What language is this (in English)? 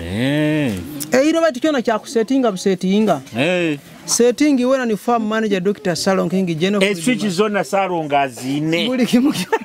Nyoro